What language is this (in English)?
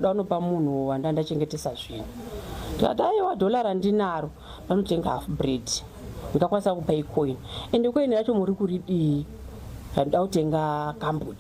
Shona